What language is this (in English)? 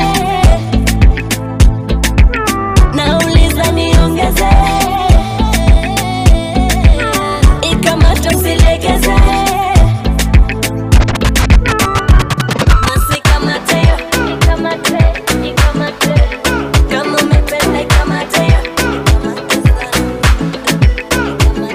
Swahili